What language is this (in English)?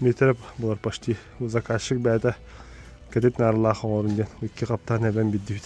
Yakut